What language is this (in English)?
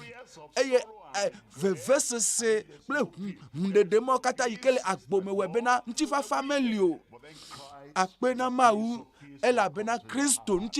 Ewe